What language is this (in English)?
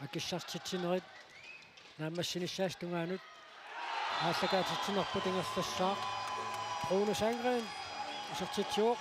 Kalaallisut